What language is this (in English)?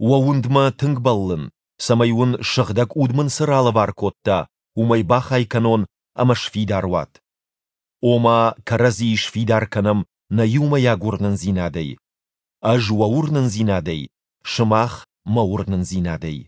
Ossetic